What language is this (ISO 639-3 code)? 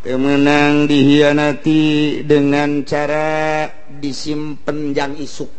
sun